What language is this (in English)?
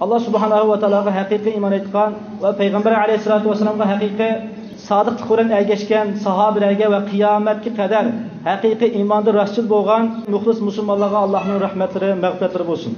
Uyghur